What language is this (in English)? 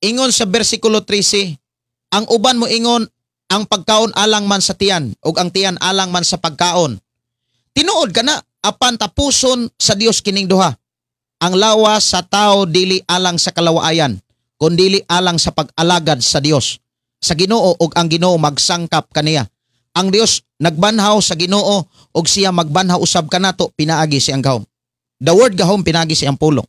Cebuano